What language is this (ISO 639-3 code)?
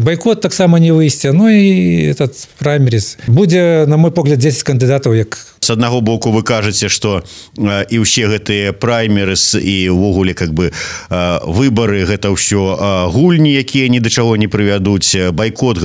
bel